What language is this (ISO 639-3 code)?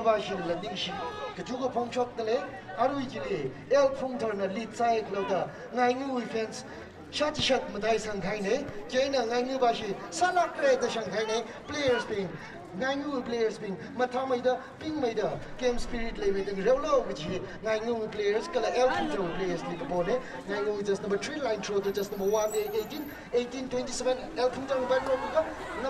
nmf